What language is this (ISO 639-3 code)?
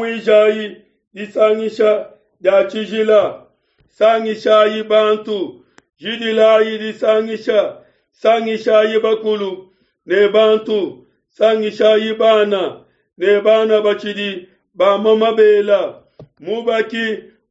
lua